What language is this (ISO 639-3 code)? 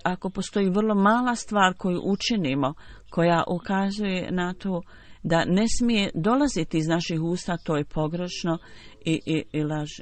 bos